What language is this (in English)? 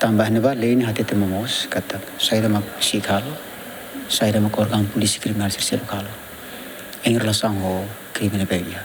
Tetum